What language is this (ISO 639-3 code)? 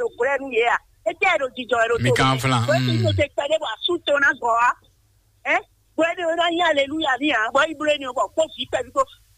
fon